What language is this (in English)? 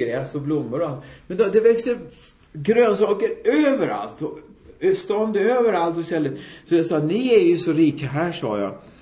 Swedish